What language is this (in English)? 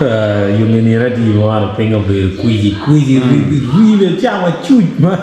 Acoli